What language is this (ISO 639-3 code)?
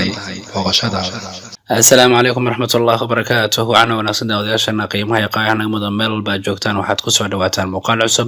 som